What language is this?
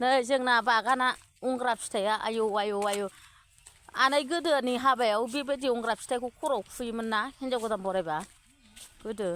Bodo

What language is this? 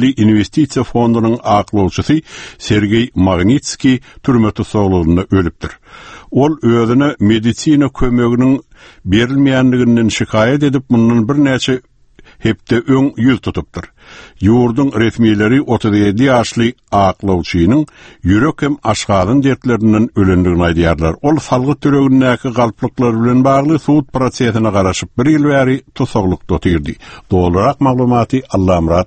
Turkmen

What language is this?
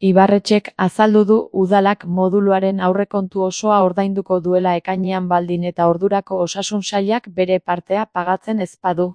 Basque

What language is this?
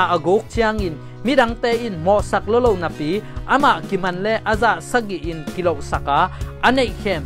Thai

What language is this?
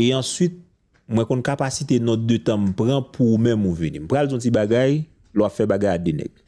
Haitian Creole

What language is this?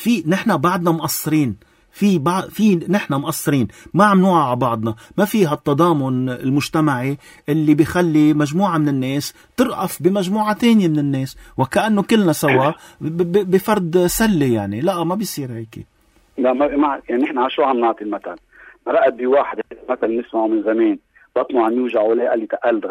North Levantine Arabic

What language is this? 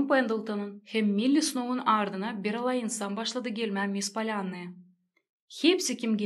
Gagauz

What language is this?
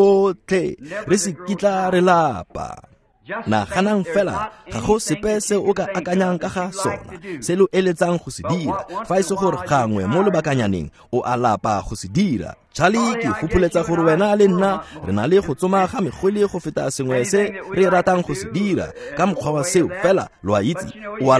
Tswana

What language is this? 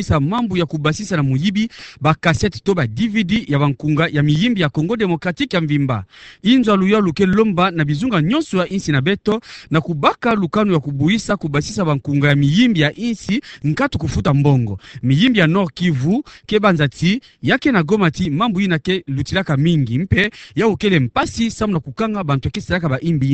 Kituba (Democratic Republic of Congo)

